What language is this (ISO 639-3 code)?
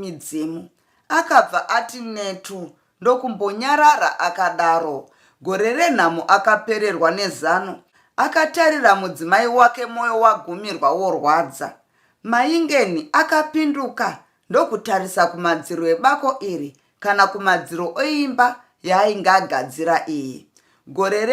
sna